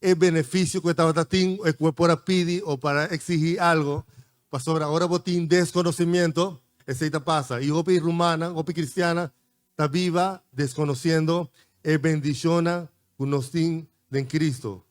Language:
Papiamento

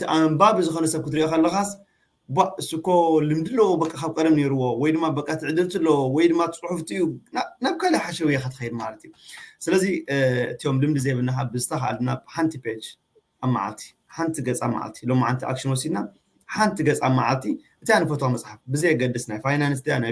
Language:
Tigrinya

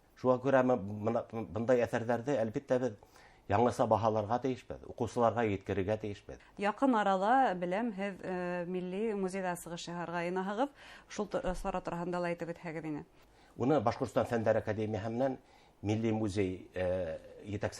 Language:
Bashkir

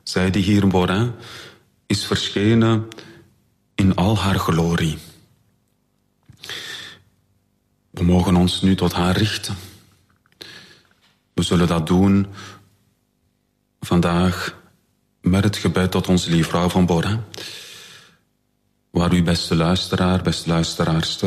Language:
Dutch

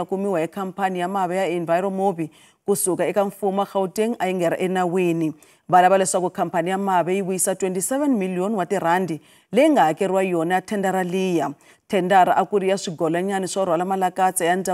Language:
Tsonga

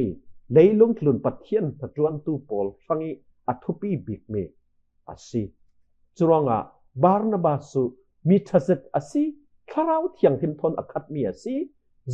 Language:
Falam Chin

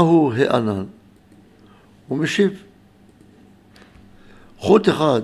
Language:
Hebrew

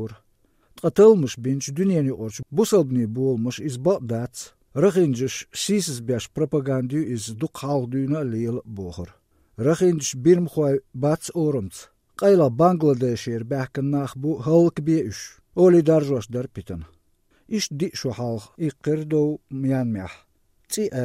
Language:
Chechen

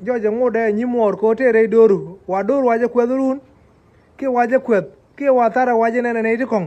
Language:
Nuer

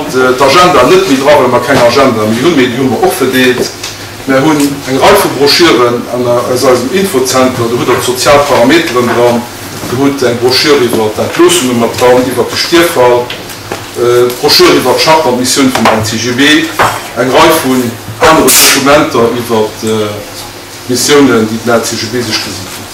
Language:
Luxembourgish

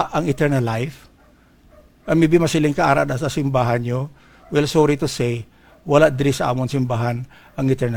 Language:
Hiligaynon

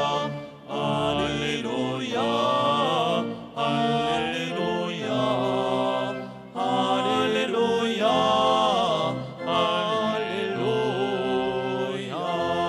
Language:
French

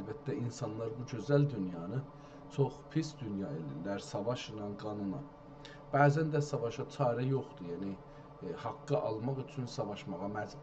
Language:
South Azerbaijani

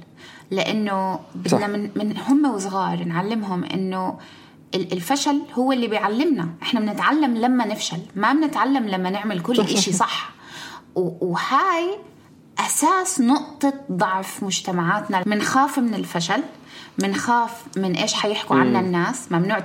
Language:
North Levantine Arabic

